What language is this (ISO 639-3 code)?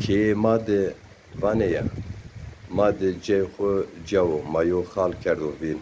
zza